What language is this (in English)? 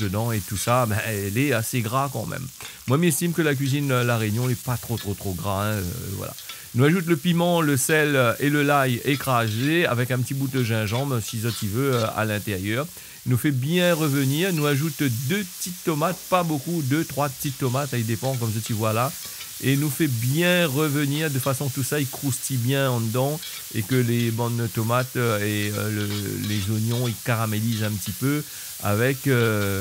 Réunion Creole French